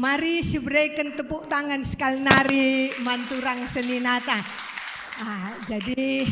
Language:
Batak Karo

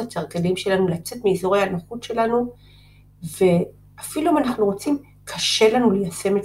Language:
Hebrew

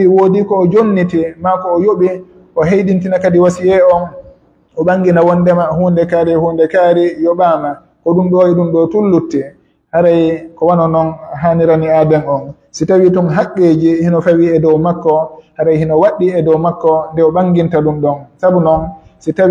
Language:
Pular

